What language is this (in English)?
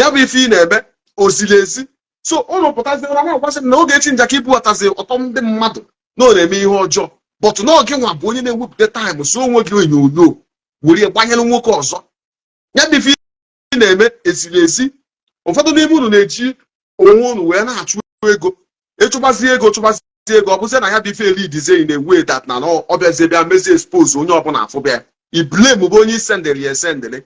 Igbo